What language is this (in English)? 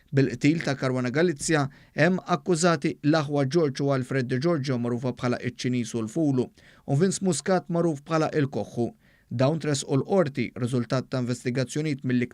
Maltese